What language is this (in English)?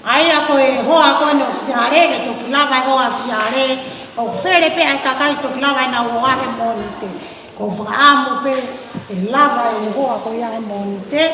Tongan